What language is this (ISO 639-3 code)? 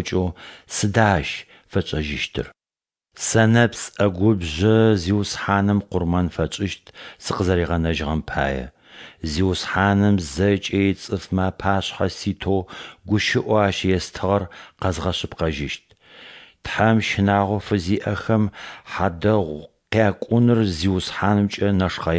ady